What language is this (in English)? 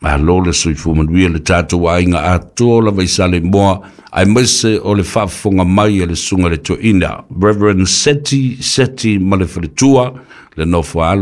Samoan